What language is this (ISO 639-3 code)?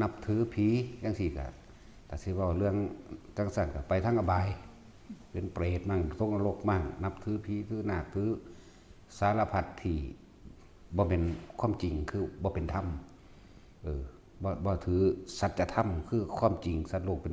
tts